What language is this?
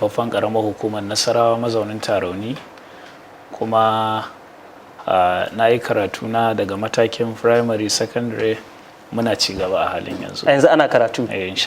Hausa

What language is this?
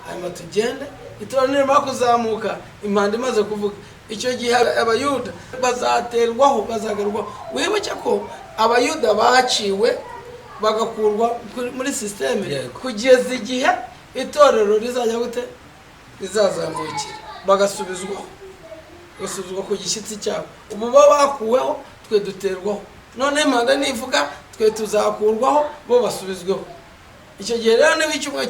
Kinyarwanda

